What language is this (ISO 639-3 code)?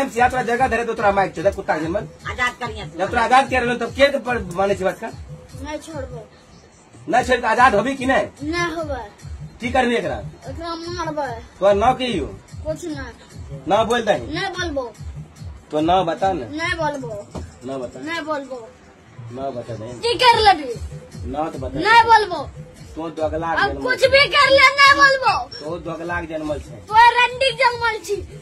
mai